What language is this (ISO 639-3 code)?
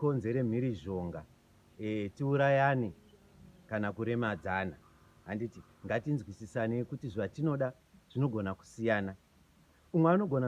sna